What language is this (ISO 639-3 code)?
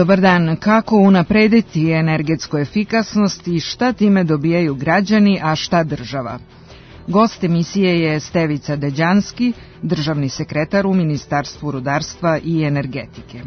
srp